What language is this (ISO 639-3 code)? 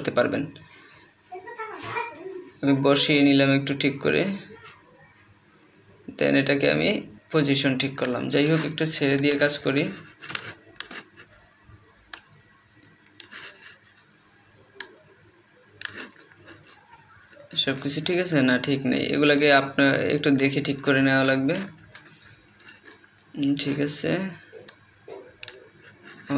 ben